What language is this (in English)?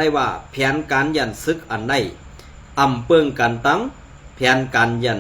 Shan